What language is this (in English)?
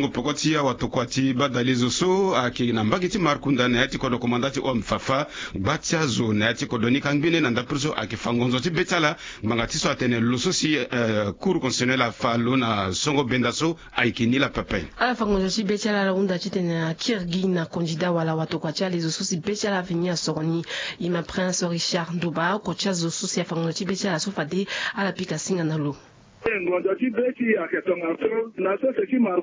Sango